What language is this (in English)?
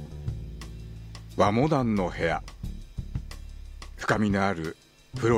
Japanese